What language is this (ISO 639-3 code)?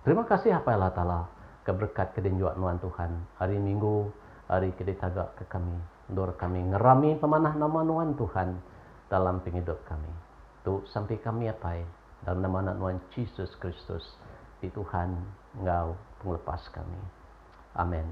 iba